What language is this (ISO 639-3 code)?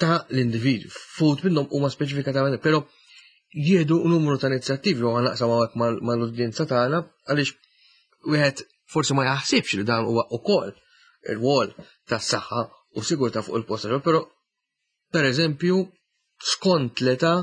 mlt